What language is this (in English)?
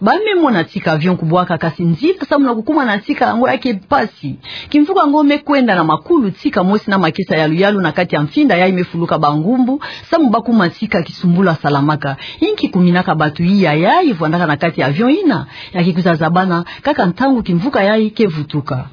Kituba (Democratic Republic of Congo)